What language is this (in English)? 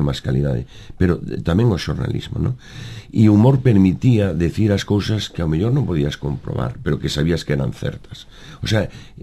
Galician